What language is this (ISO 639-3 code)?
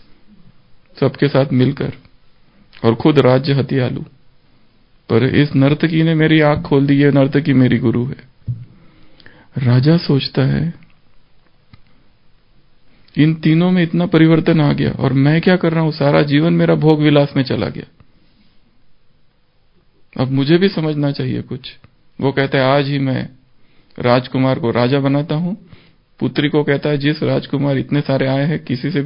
hin